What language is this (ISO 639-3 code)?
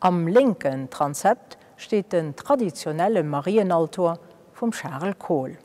ltz